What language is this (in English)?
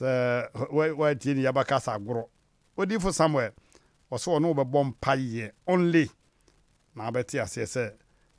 Akan